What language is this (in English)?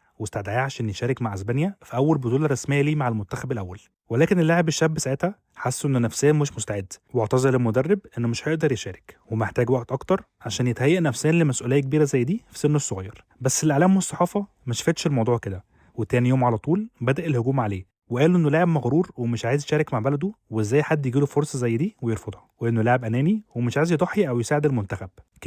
Egyptian Arabic